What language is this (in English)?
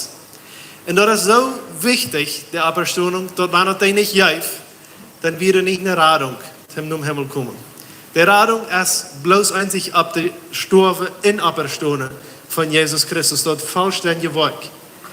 Plautdietsch